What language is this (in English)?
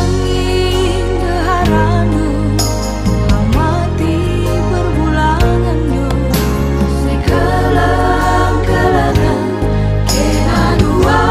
Batak Karo